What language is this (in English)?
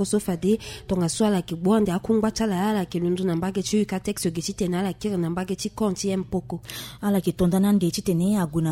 Sango